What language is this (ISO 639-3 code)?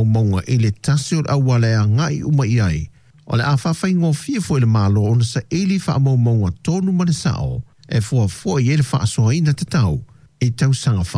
smo